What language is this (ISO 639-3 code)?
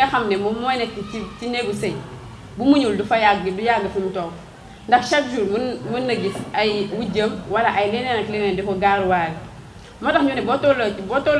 wol